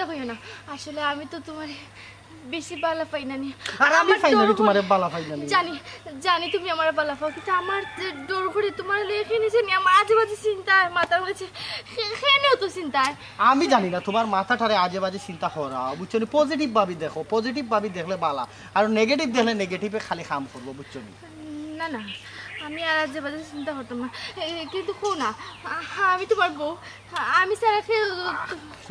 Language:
Sylheti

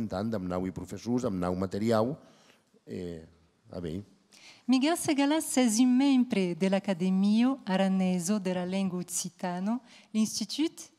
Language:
Occitan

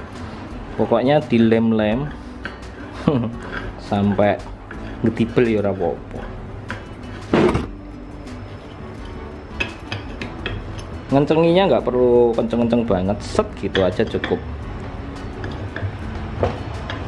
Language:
Indonesian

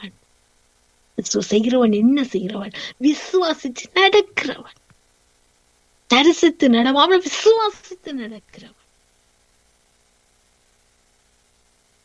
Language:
Tamil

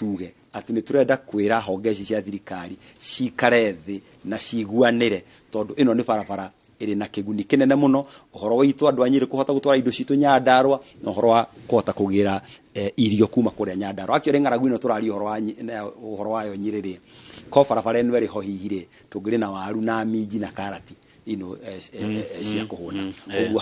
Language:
Kikuyu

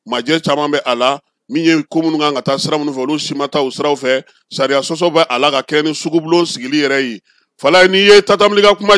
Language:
Bambara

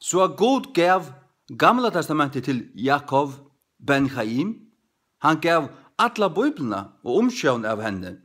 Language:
Faroese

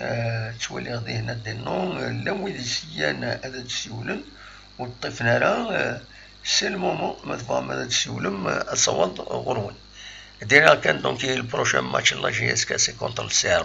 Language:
Kabyle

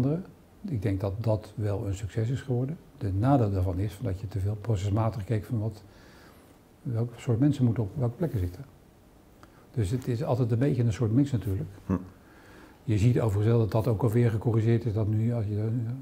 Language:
Dutch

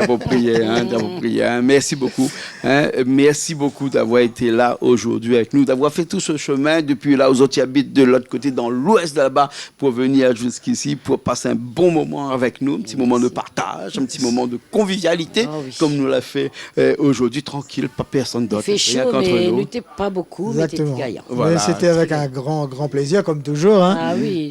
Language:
Réunion Creole French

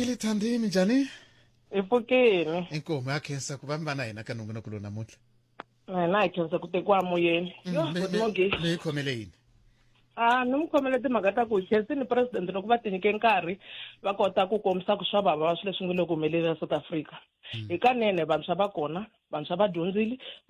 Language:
Tsonga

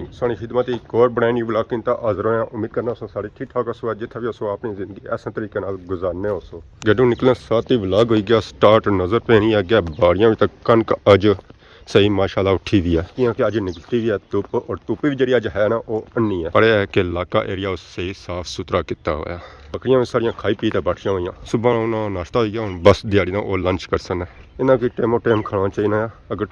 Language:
Pahari-Potwari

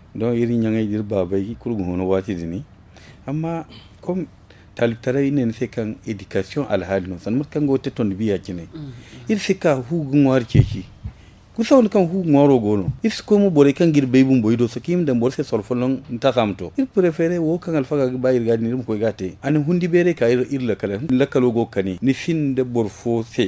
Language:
Zarma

